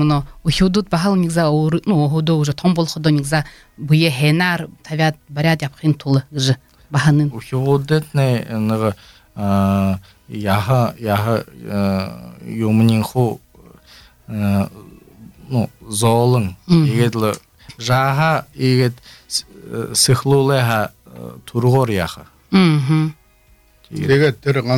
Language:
Belarusian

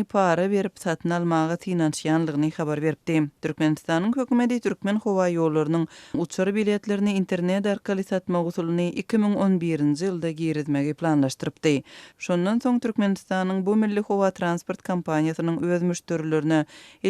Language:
Turkmen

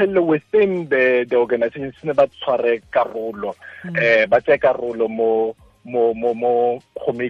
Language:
Tswana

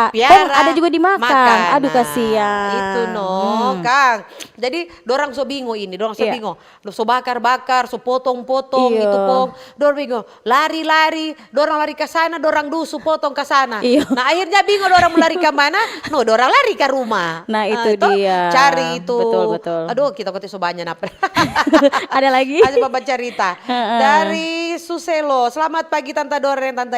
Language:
Manado Malay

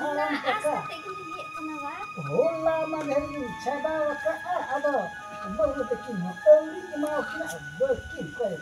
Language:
Santali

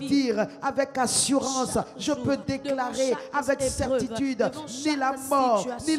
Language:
French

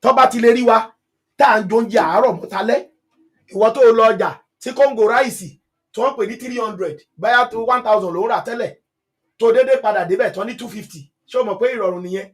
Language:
Yoruba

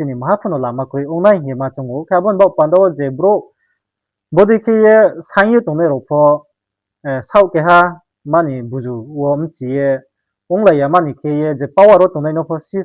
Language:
Riang (India)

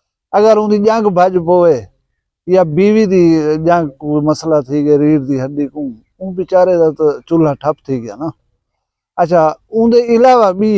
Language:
Saraiki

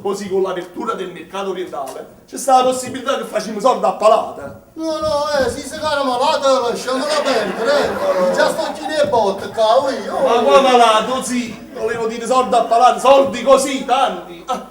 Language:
Neapolitan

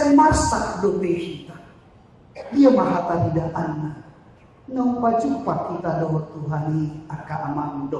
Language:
Batak Toba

